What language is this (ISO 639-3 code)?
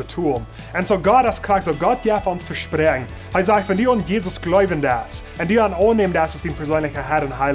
pdt